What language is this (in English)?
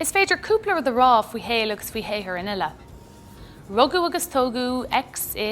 Irish